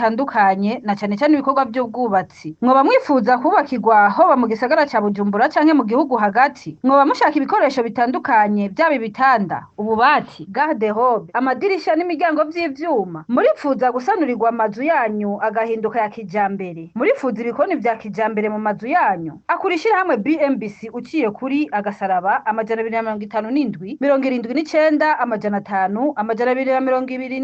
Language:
Rundi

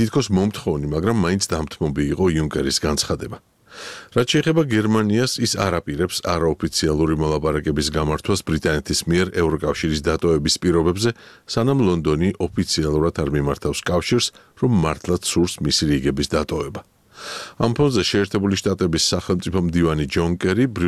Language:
Georgian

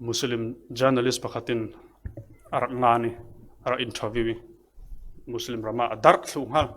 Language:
Falam Chin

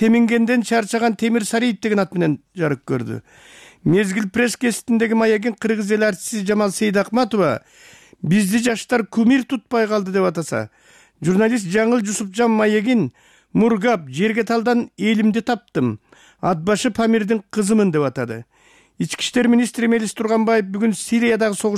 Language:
Kyrgyz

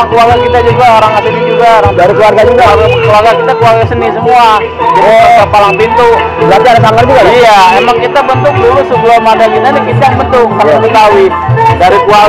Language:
Betawi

